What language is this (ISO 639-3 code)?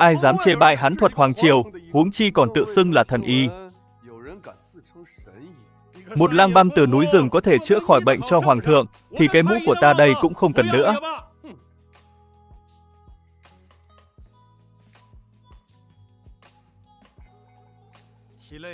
vie